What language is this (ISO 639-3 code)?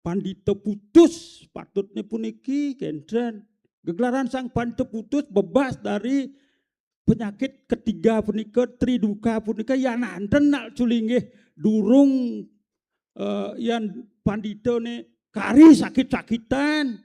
ban